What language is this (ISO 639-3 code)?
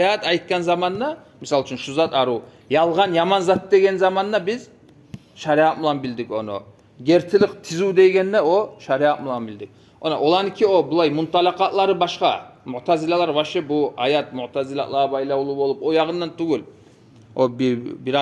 kum